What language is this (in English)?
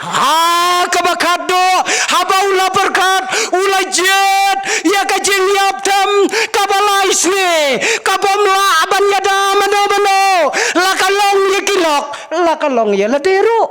Khasi